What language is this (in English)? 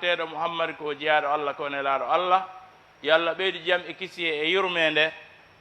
Fula